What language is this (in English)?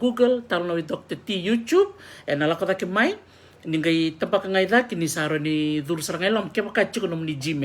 Fijian